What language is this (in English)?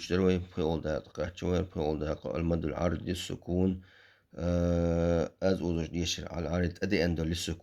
Chechen